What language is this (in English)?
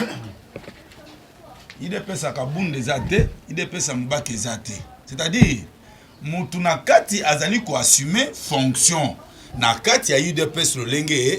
Lingala